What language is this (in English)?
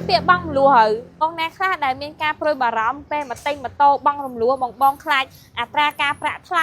Khmer